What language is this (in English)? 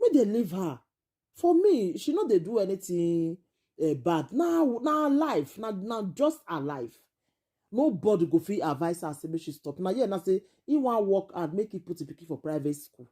Nigerian Pidgin